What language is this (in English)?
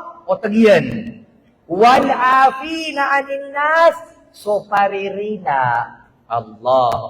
Maranao